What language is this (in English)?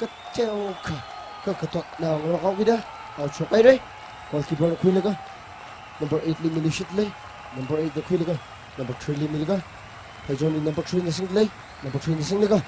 Tangkhul Naga (India)